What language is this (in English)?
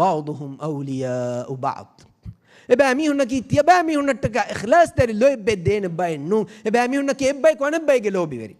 Divehi